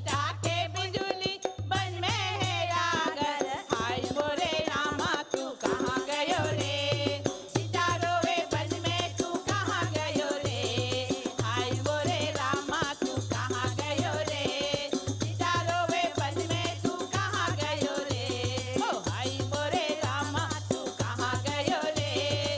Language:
Bhojpuri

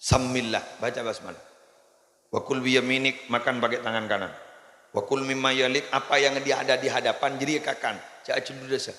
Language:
Madurese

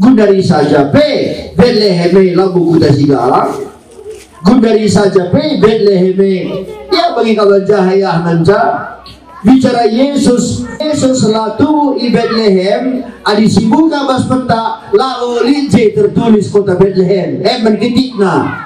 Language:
Batak Karo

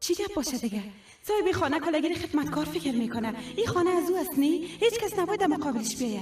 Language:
Persian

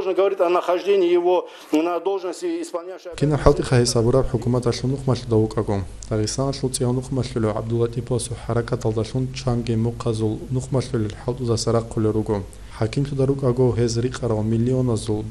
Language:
Avaric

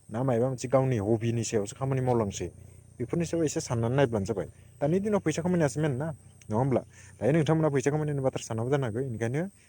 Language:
Bodo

